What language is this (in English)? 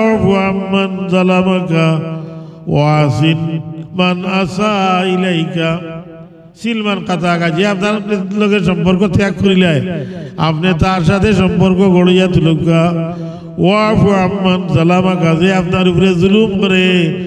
Sylheti